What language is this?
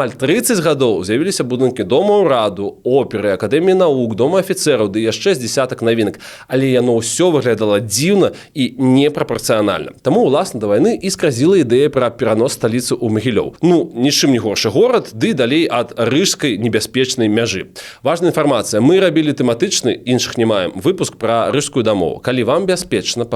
Belarusian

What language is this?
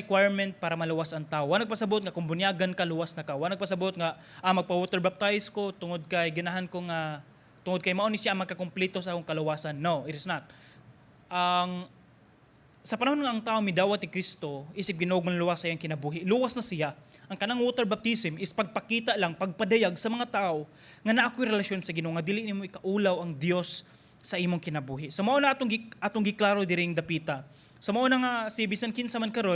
Cebuano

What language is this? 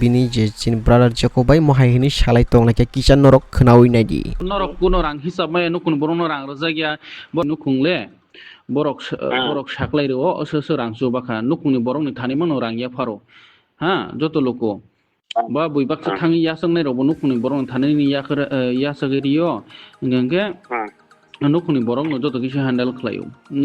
Kok Borok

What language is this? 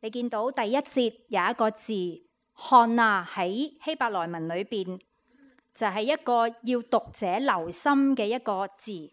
Cantonese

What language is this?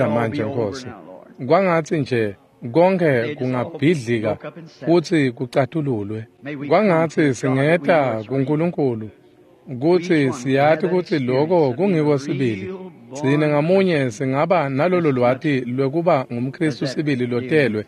Swati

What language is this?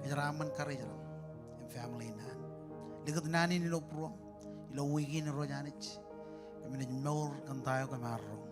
Marshallese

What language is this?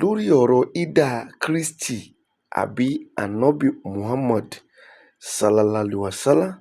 Yoruba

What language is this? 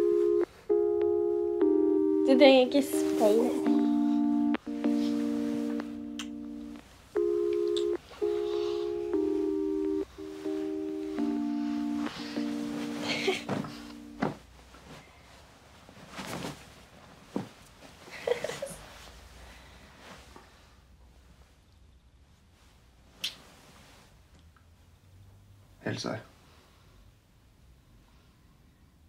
Norwegian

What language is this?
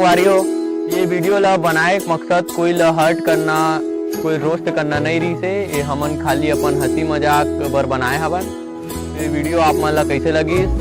Chhattisgarhi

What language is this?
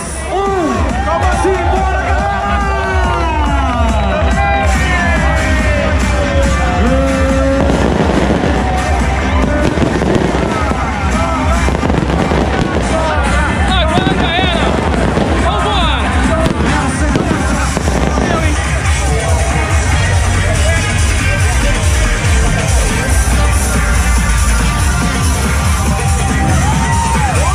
Portuguese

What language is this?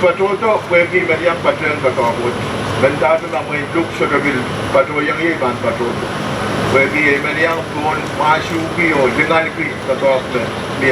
Pohnpeian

